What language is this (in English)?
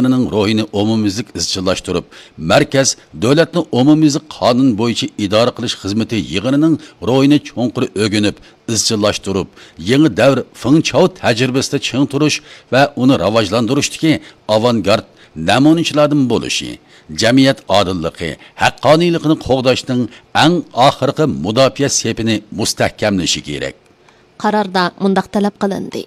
Uyghur